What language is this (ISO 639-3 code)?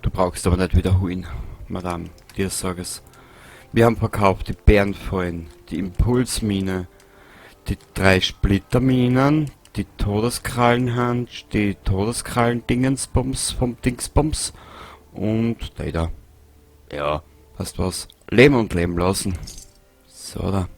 bar